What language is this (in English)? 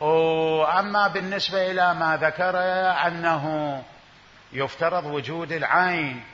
Mesopotamian Arabic